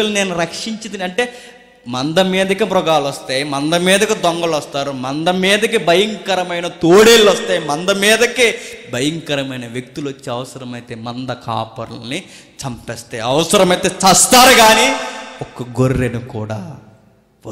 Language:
Telugu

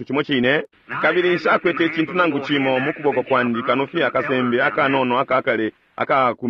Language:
Bemba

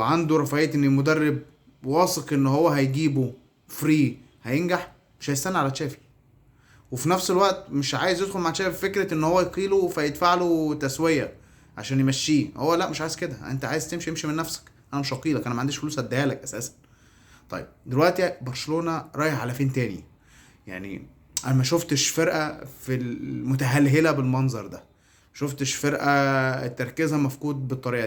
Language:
Egyptian Arabic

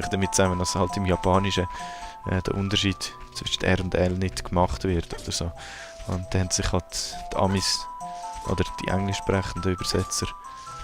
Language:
Swiss German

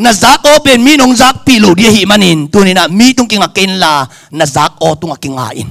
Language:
Tedim Chin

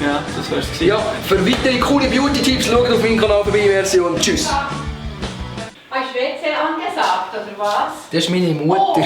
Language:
Swiss German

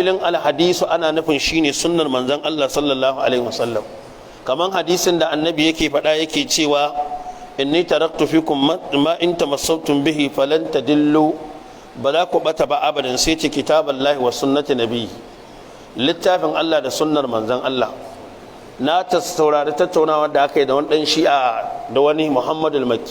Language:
Hausa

